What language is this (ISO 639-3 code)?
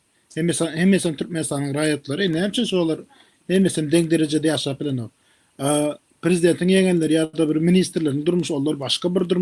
tuk